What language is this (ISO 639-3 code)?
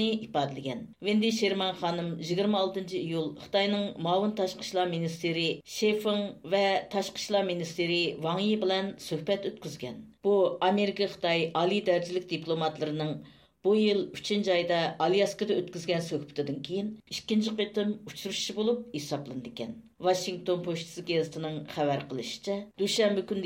uig